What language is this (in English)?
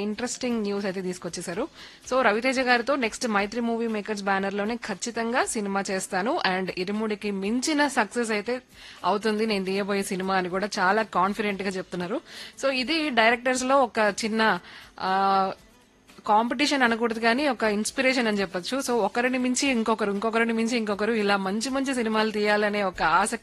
Telugu